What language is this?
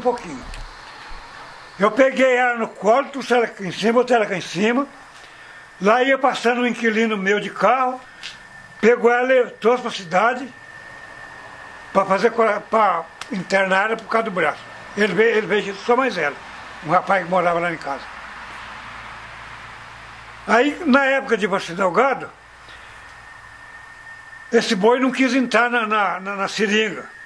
Portuguese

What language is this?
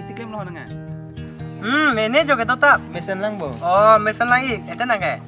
Karbi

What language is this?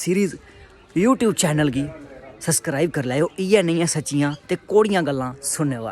Dogri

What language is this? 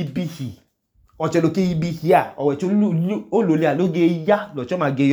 Idoma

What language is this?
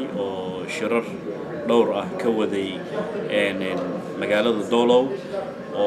Somali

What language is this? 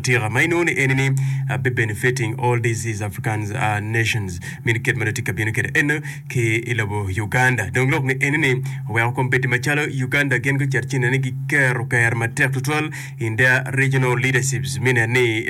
Acoli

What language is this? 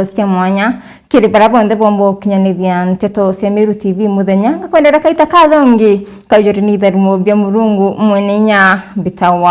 Meru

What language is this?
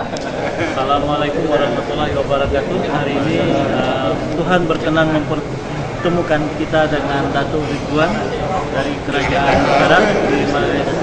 Banjar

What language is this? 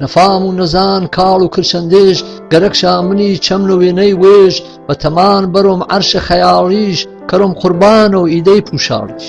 Gurani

